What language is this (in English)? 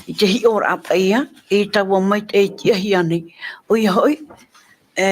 Tahitian